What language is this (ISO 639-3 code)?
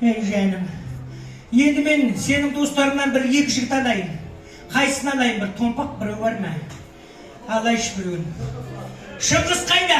kaz